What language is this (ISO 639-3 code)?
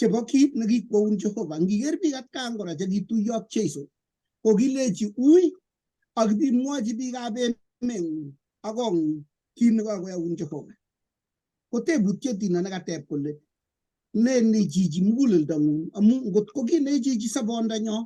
kln